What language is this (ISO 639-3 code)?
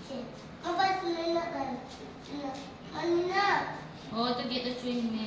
sat